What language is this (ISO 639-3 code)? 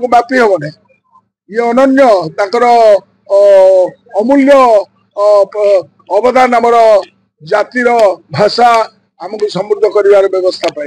ori